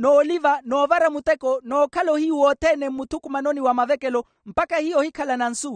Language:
Makhuwa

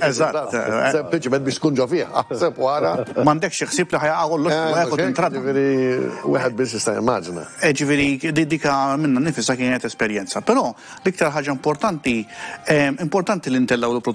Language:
Maltese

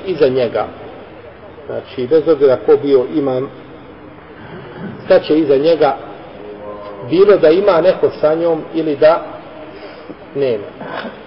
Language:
Bosnian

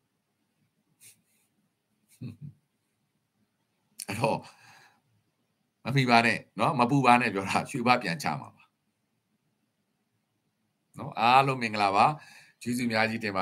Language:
Burmese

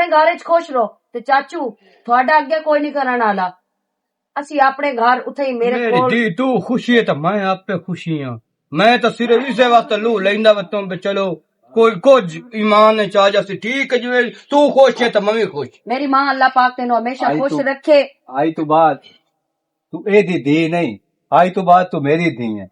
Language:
Western Panjabi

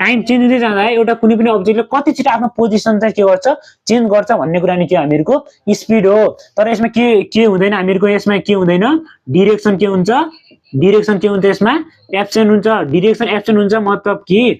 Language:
Nepali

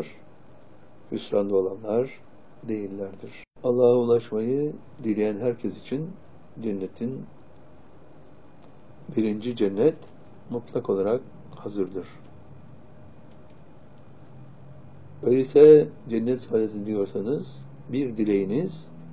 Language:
Turkish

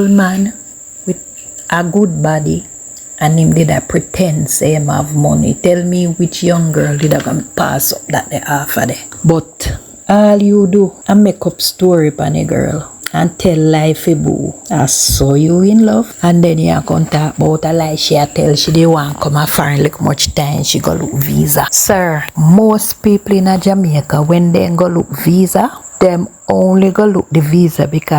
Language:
Jamaican Creole English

